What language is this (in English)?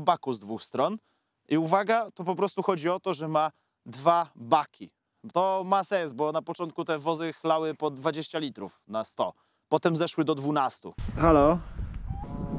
Polish